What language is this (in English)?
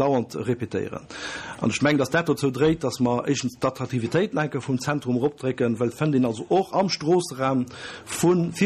Luxembourgish